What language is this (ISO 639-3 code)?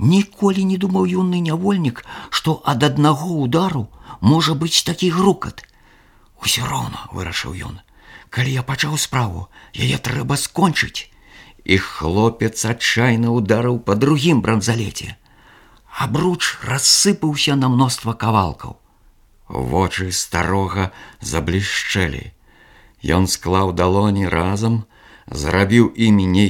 bel